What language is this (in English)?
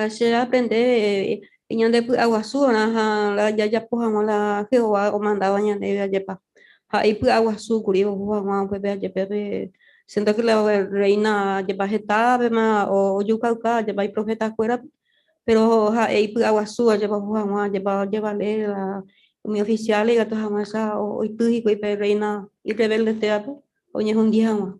Guarani